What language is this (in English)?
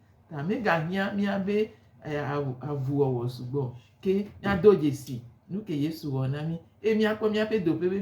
Gen